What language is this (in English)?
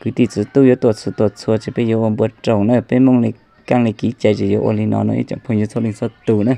Hmong